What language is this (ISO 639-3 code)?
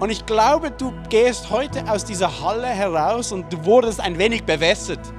gsw